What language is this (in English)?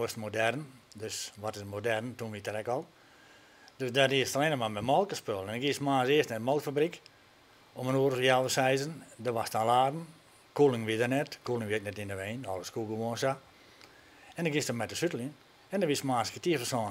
Western Frisian